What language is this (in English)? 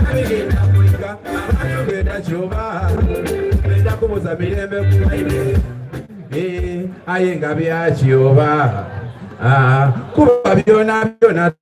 Soga